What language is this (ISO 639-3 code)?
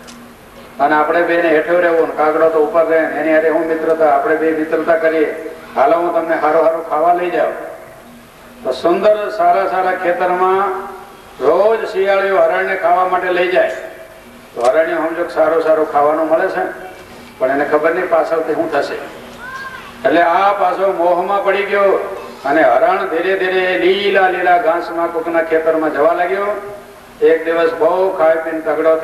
guj